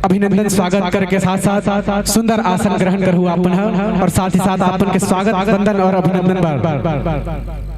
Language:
Chhattisgarhi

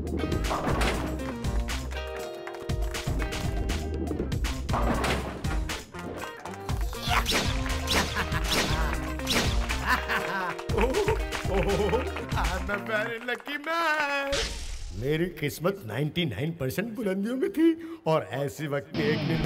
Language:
Hindi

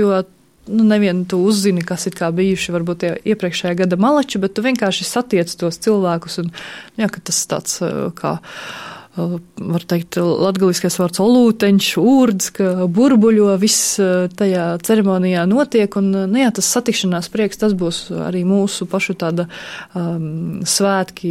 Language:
Latvian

